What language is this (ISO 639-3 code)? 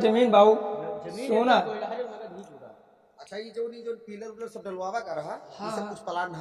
awa